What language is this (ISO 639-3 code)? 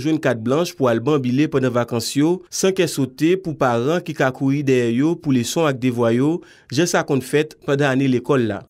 hat